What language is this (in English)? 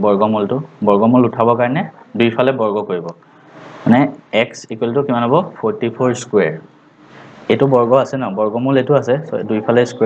Assamese